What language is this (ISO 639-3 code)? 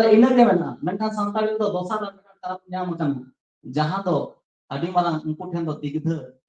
sat